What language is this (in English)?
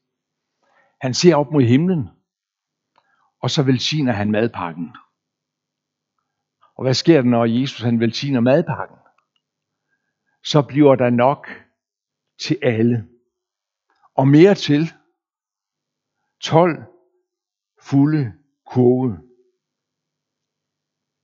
Danish